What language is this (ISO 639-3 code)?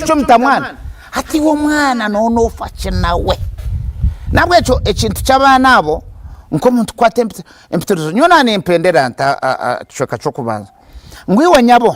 nyn